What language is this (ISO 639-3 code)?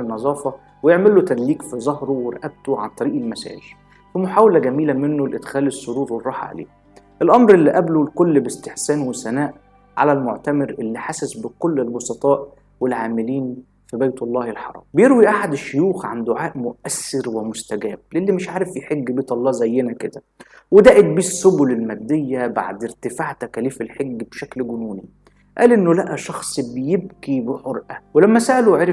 arz